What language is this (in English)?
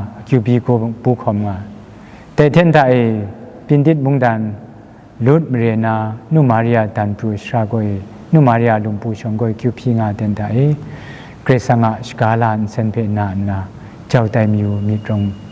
Kachin